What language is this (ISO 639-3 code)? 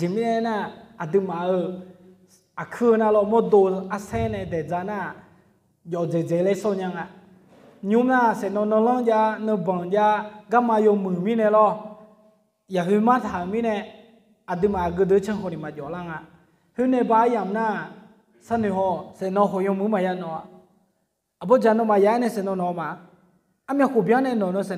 ahk